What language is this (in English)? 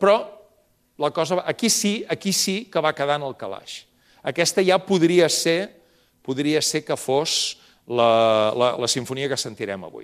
Catalan